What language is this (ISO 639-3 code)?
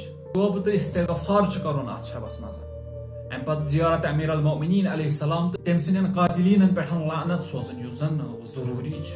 kas